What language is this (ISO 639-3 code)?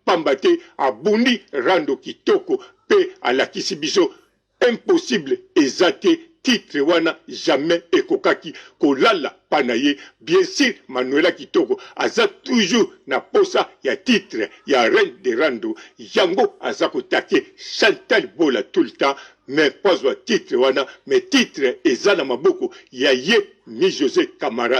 lin